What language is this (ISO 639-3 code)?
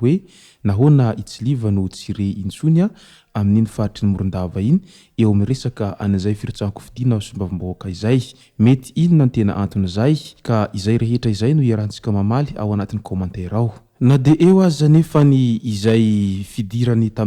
mlg